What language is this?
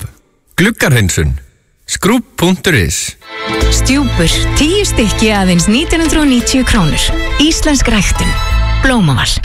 Icelandic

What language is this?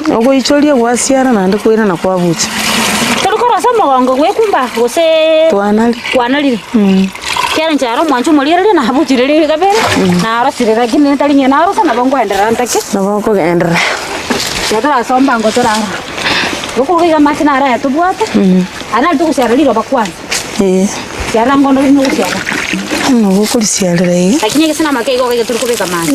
Gusii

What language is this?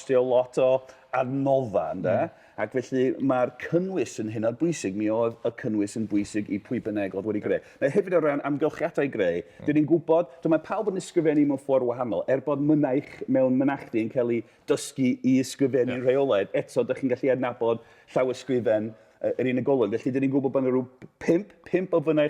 Welsh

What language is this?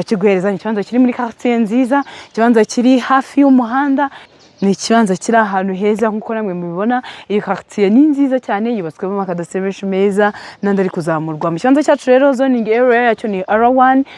Kinyarwanda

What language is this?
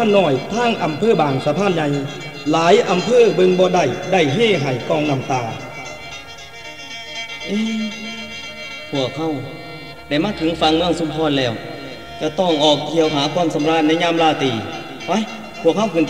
Northeastern Thai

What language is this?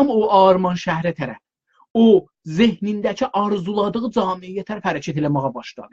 South Azerbaijani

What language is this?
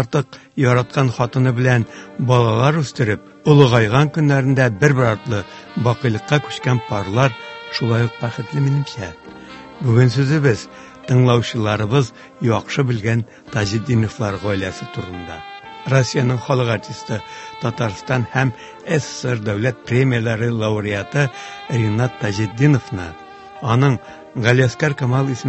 Tatar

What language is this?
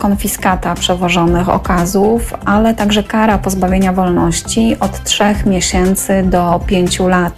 Polish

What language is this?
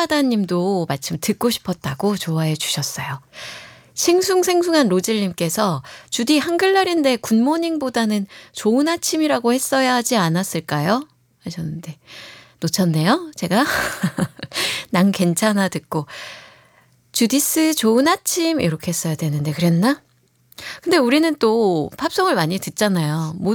Korean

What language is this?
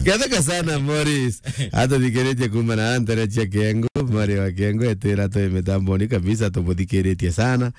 Meru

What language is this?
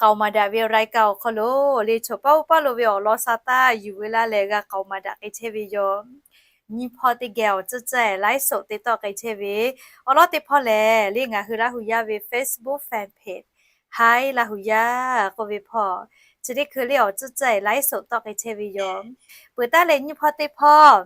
Lahu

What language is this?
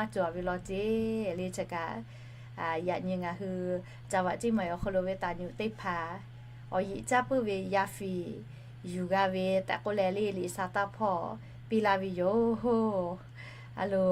Lahu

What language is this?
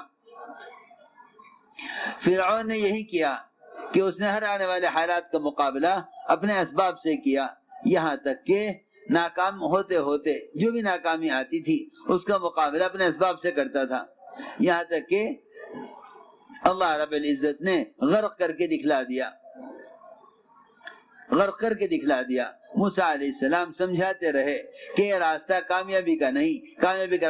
Urdu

